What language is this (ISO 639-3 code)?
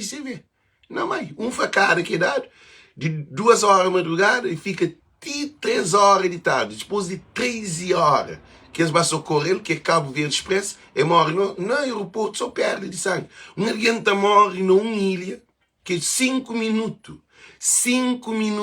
kea